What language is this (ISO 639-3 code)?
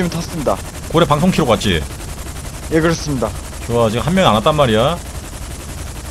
kor